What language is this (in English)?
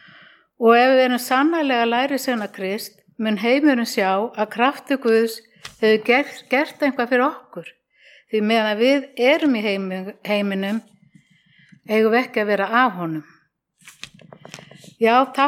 Icelandic